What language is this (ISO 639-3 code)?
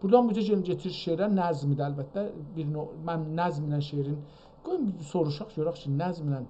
azb